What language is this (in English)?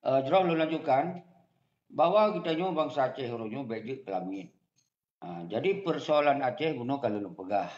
Achinese